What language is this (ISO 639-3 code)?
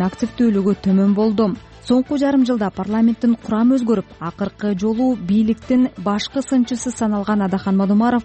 kir